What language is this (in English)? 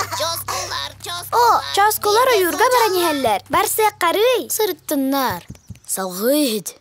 Yakut